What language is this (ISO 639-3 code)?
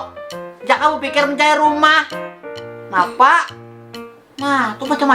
bjn